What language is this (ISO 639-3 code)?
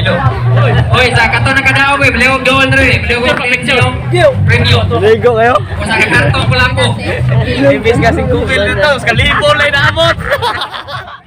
ceb